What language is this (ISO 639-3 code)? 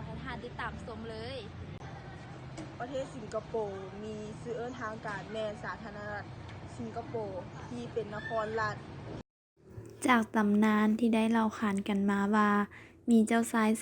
lao